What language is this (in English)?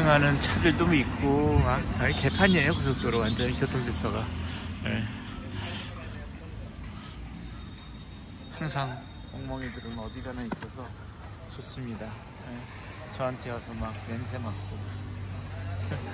Korean